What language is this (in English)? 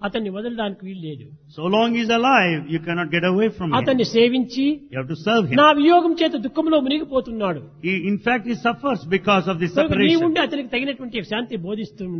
Telugu